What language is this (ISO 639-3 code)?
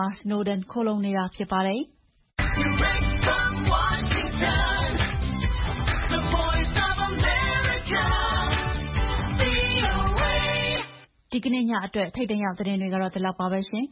mya